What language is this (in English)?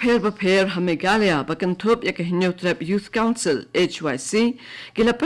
Khasi